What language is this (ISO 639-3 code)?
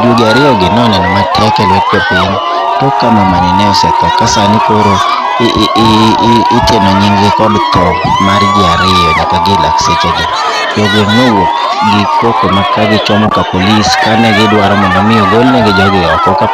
luo